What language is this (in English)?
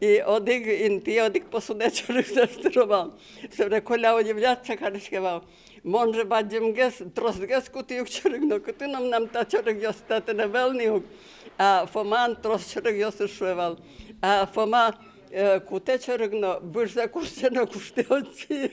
Udmurt